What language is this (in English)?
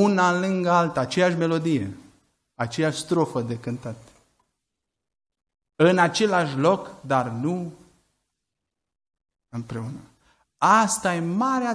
Romanian